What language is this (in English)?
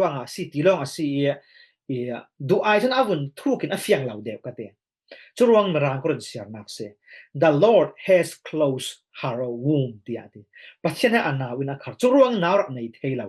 Falam Chin